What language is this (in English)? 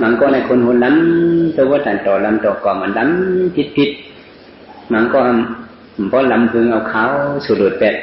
Shan